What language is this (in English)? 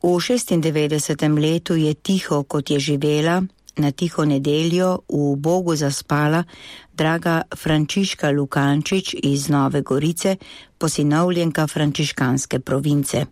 Slovenian